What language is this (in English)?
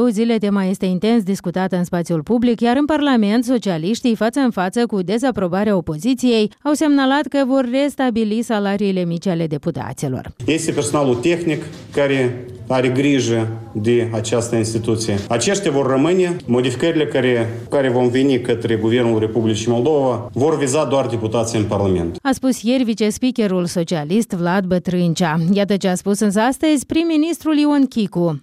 Romanian